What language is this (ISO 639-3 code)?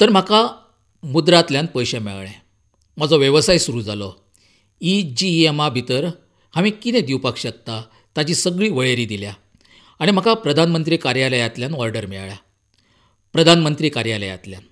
kok